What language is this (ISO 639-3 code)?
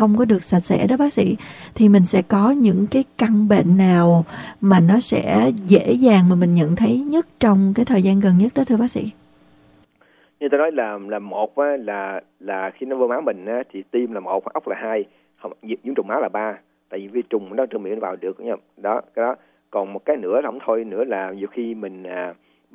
vie